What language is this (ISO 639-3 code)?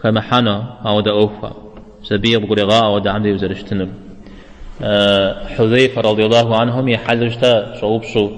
kbd